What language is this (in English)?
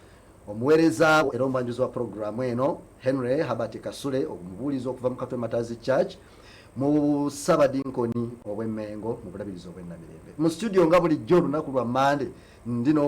Ganda